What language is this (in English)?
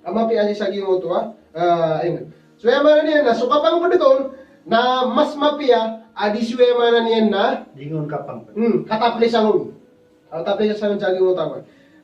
Maranao